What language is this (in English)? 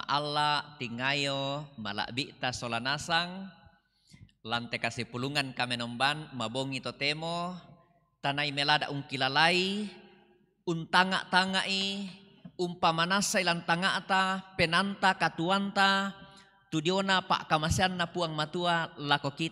Toraja-Sa'dan